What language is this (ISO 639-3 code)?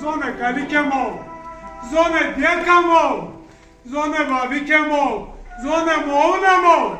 zza